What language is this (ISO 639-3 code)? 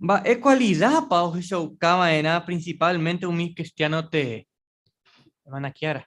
grn